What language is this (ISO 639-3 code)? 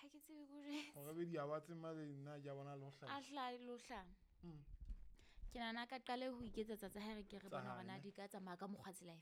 sot